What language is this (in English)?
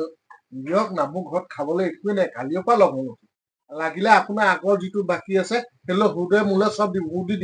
Assamese